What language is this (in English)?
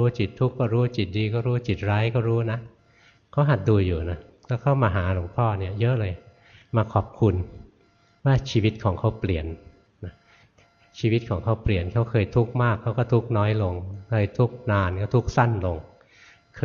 Thai